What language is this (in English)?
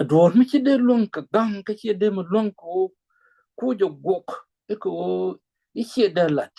Nuer